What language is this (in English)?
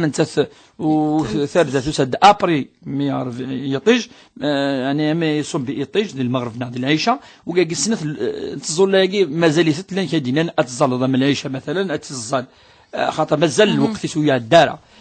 Kabyle